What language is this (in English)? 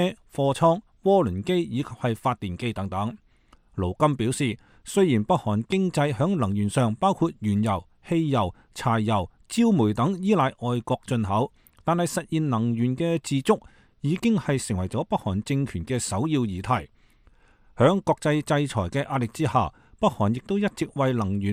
Cantonese